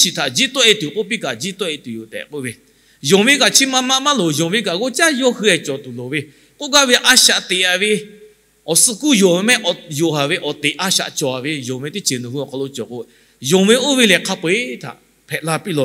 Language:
Lahu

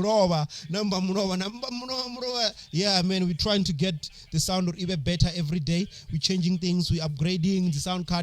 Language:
Venda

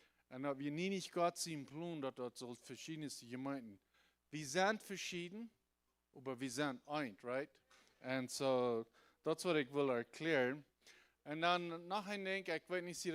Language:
Plautdietsch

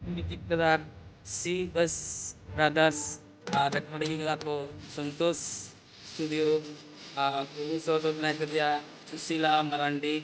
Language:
Santali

